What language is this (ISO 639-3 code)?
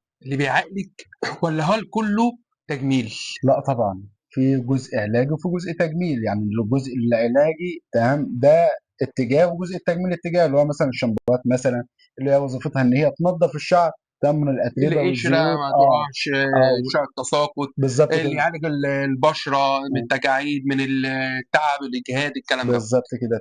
arz